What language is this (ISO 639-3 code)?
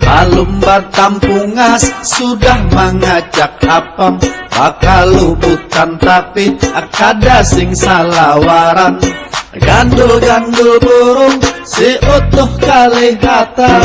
bjn